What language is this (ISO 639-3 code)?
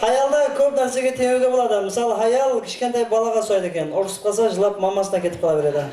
kaa